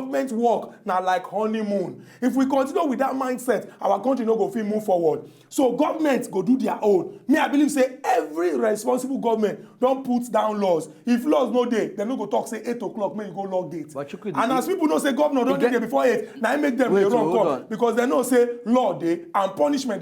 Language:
Nigerian Pidgin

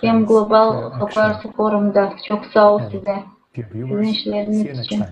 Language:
Gagauz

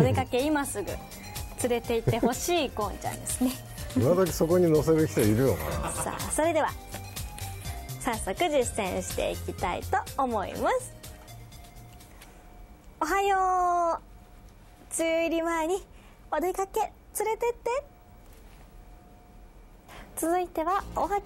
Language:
Japanese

